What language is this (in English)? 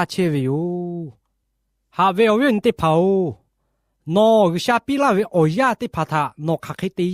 Lahu